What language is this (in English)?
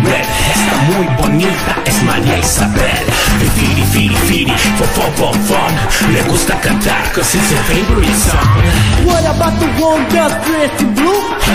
Spanish